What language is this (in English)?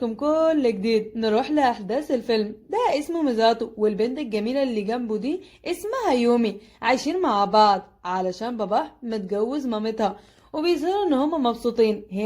Egyptian Arabic